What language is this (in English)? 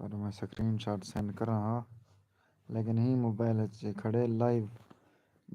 Saraiki